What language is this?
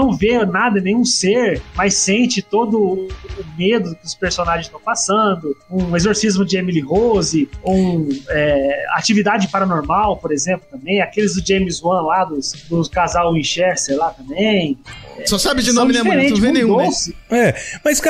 Portuguese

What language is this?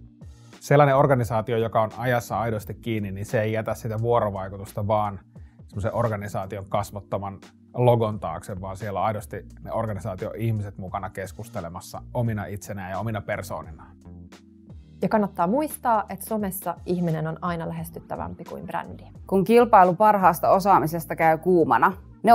Finnish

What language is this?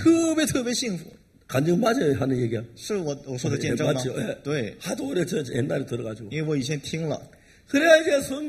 Korean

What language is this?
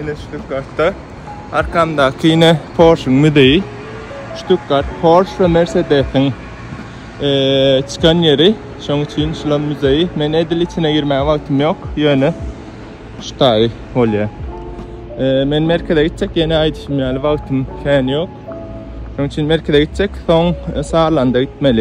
Turkmen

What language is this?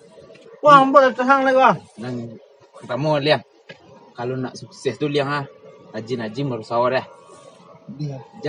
Minangkabau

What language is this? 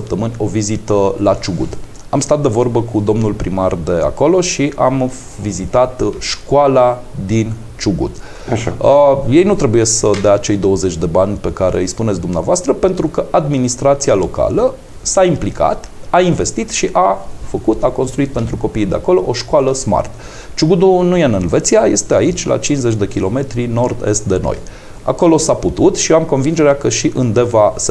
Romanian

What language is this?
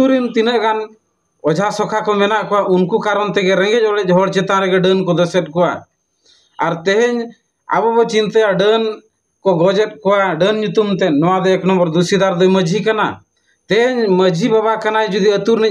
Santali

